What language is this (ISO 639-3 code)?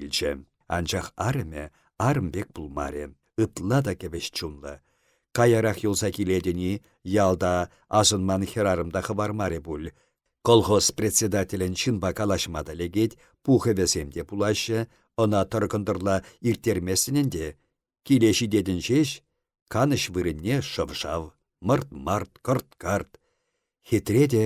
chv